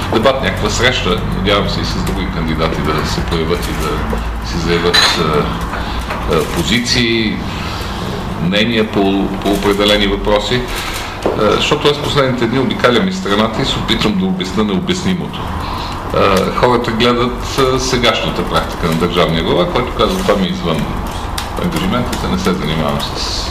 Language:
Bulgarian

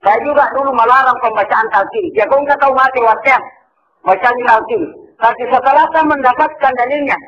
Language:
Buginese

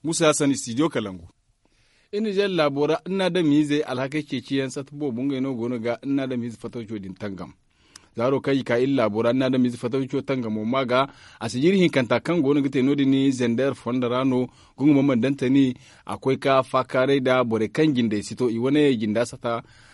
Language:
Zarma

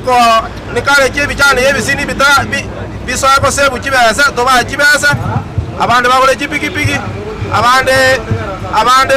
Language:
Gusii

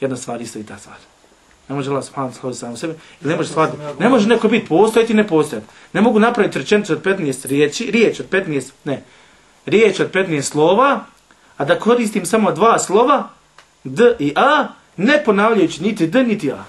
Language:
Bosnian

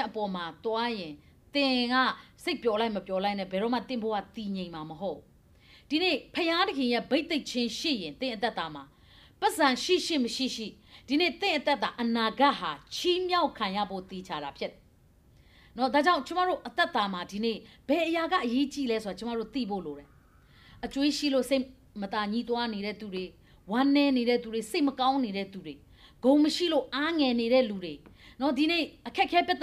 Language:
Burmese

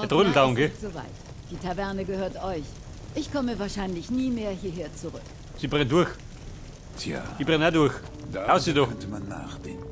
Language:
Bavarian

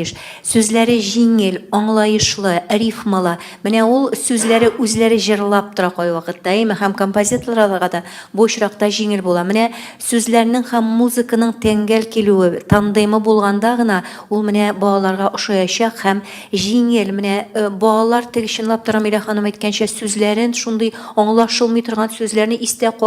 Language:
Tatar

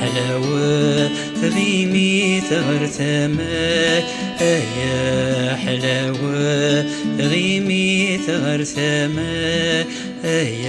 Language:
Kabyle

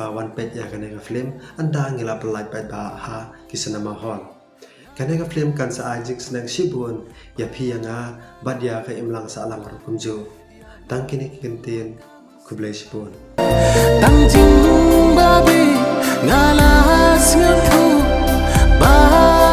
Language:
Khasi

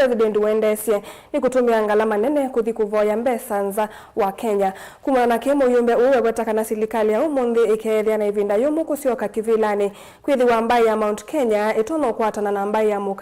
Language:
Kamba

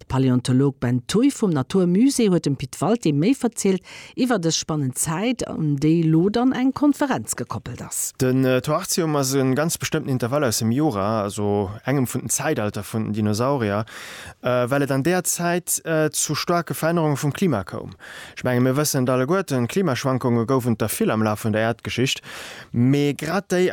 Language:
Luxembourgish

